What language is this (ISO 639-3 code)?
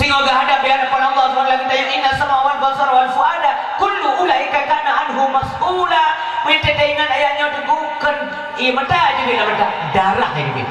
ace